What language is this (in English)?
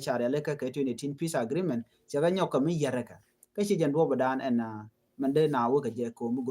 Nuer